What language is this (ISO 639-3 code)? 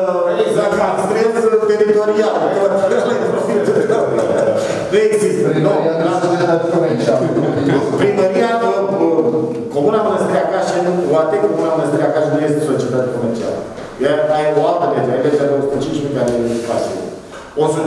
ron